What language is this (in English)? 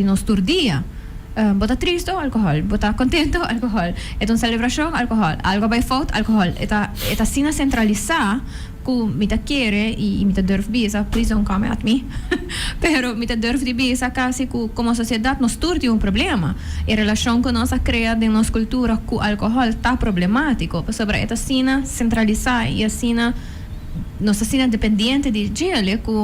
Papiamento